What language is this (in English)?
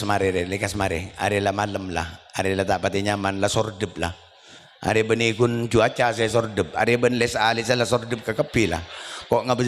Madurese